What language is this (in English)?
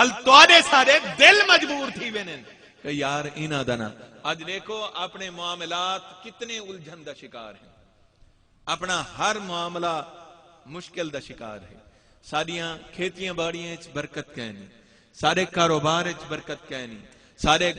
Saraiki